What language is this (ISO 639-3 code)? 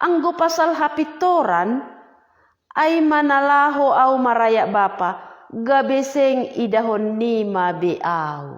bts